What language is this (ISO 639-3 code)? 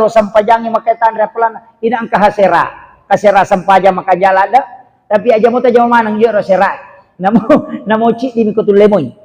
bug